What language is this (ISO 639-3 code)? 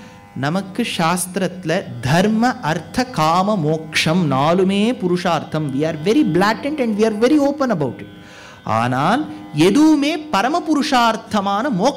tam